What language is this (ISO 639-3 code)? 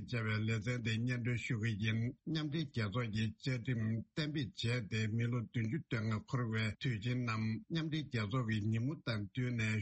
bod